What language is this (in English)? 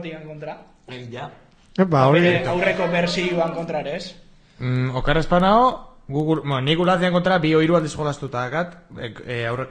Basque